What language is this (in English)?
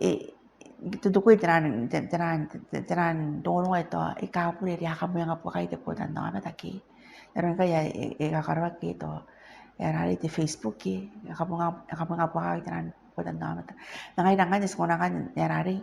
Gilbertese